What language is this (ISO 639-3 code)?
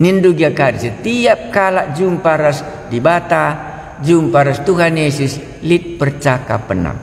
btx